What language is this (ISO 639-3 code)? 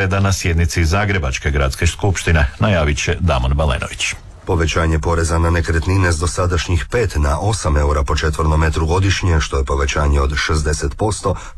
hrv